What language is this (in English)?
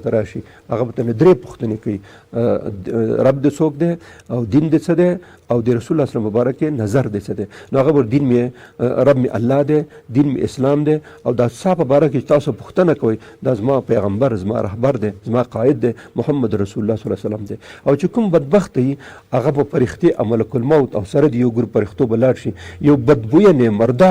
Pashto